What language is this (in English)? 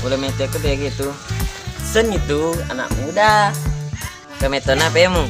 Buginese